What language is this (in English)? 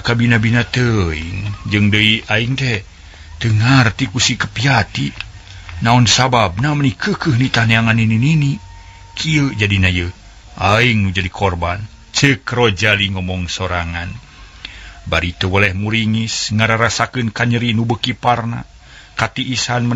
Sundanese